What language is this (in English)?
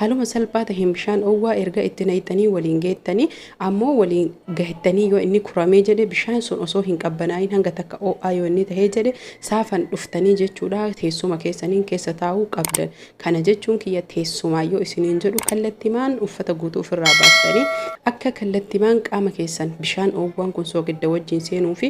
Oromo